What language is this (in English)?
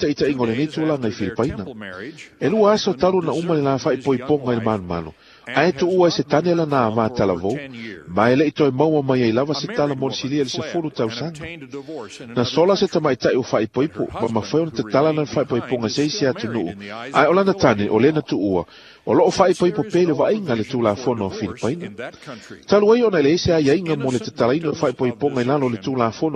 Samoan